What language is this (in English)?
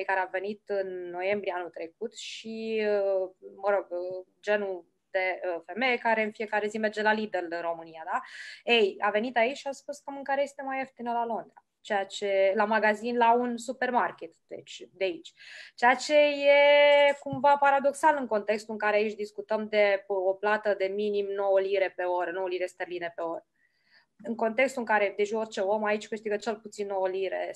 Romanian